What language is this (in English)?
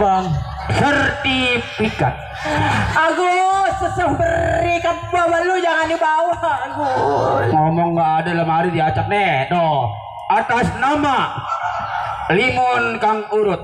Betawi